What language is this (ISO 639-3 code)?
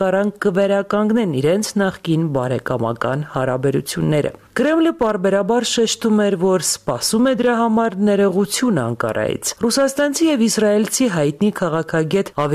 hye